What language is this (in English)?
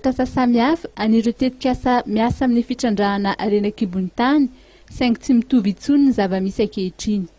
Malagasy